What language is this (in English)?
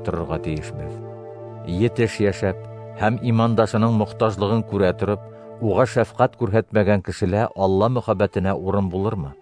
Bashkir